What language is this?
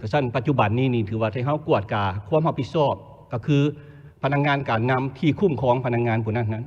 Lao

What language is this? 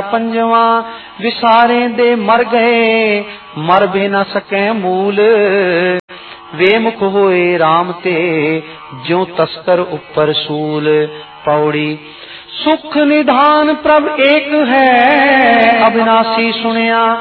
Punjabi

